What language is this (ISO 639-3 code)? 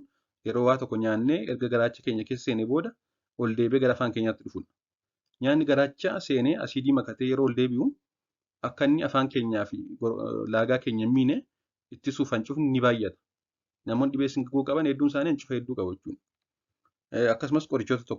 orm